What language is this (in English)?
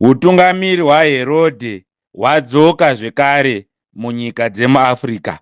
Shona